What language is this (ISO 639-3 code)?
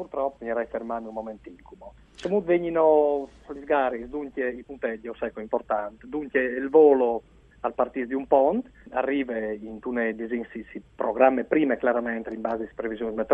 fur